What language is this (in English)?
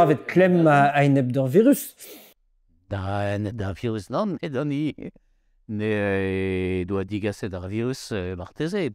Breton